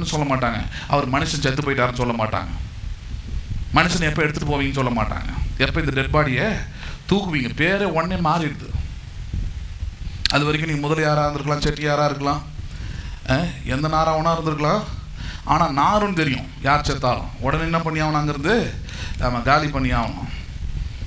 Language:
Tamil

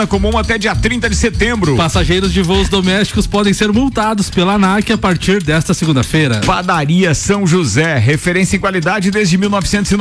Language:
Portuguese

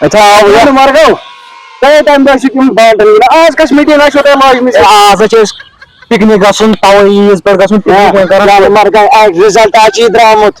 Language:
Kashmiri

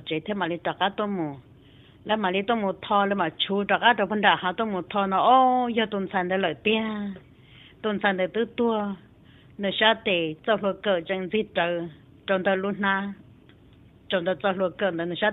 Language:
Vietnamese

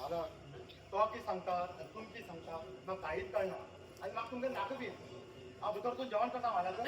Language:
Konkani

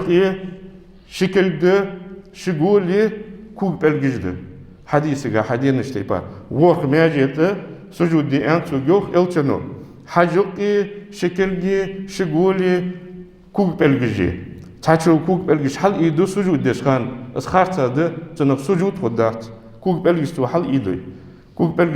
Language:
Ingush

